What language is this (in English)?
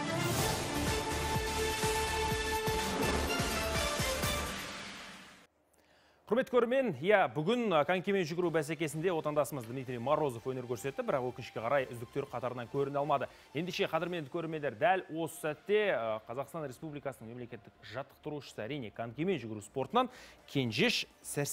Kazakh